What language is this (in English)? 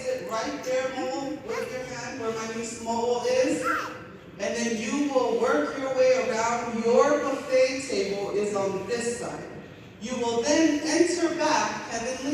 Samoan